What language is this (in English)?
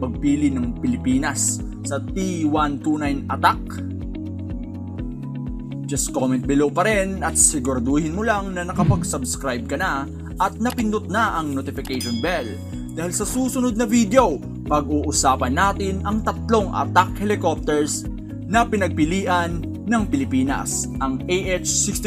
Filipino